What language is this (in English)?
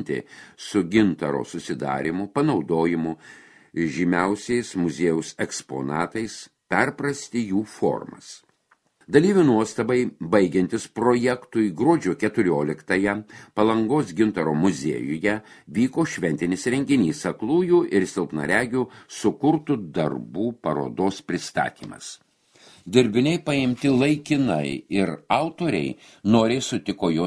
Lithuanian